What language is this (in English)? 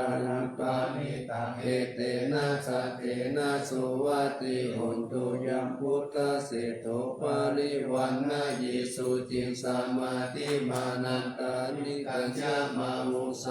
Pali